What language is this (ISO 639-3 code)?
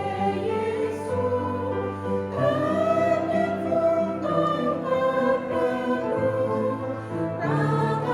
cmo